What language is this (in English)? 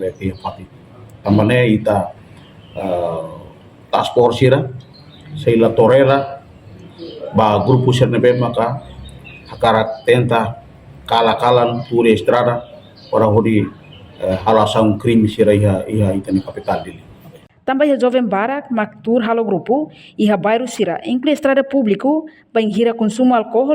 Tetum